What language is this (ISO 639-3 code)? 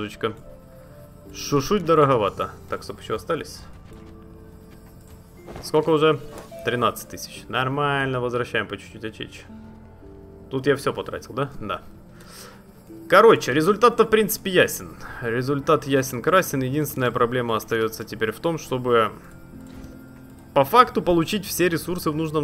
rus